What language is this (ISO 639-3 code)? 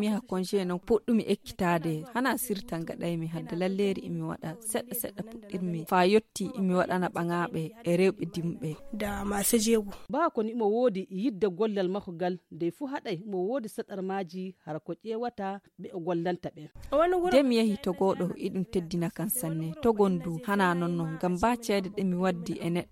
ful